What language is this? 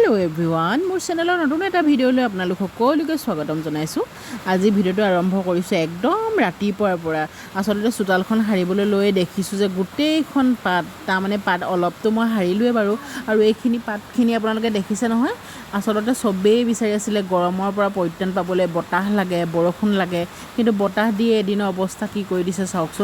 Assamese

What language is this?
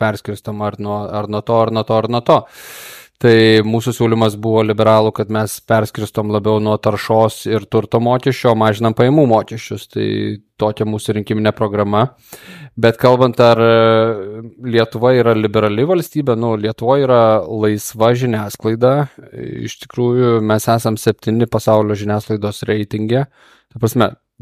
Lithuanian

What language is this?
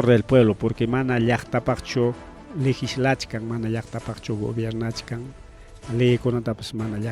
Ayacucho Quechua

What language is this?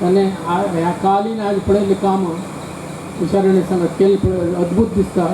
Konkani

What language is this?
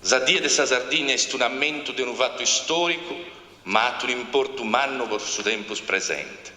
Sardinian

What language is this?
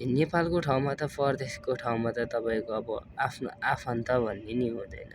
Nepali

